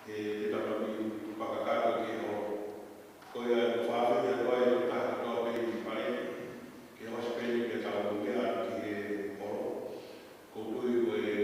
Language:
Tongan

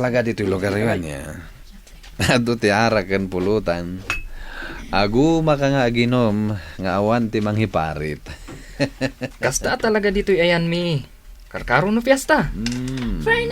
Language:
Iloko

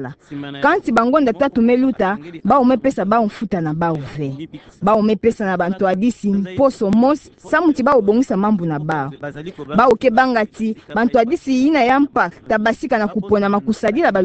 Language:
Kituba (Democratic Republic of Congo)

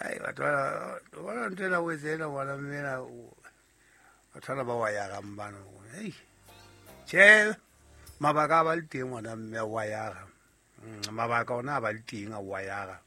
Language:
Southern Sotho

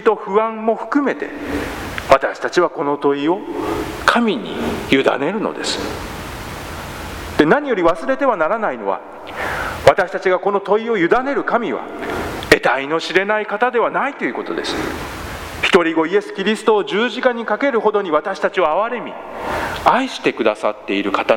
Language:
Japanese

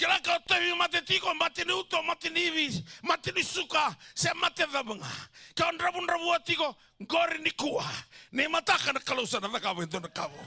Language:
Fijian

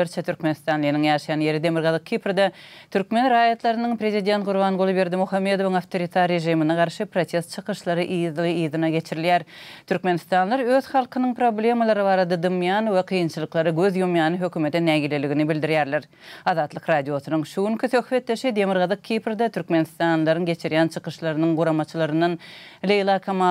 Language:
Turkmen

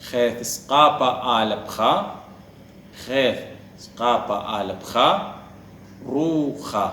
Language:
Assyrian Neo-Aramaic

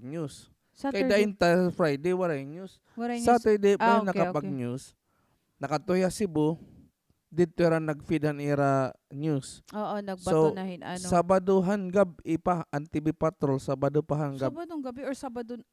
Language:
Waray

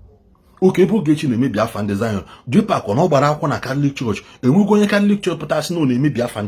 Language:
Igbo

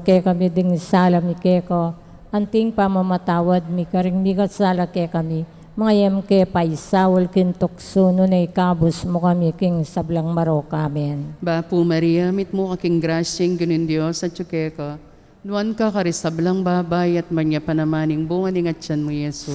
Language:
Pampanga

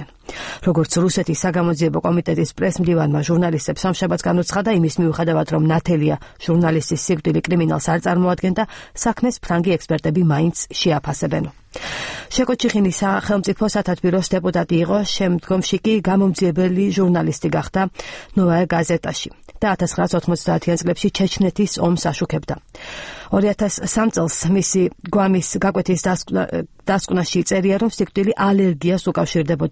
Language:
Georgian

